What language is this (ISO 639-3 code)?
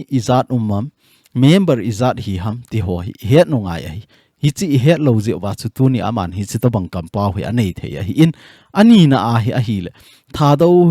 tcz